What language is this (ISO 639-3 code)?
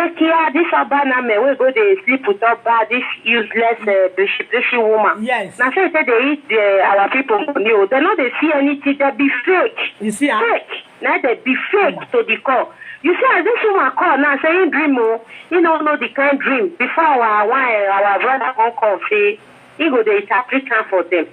pcm